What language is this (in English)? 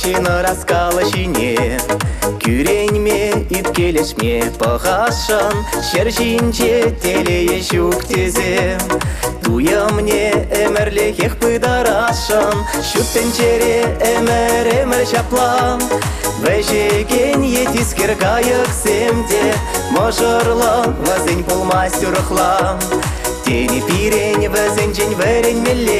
Chuvash